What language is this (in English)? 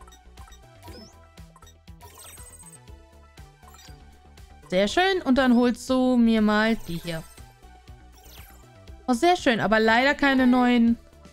German